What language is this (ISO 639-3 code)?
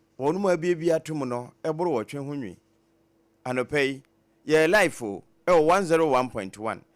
aka